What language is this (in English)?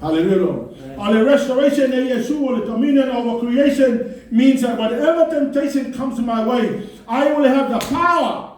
Samoan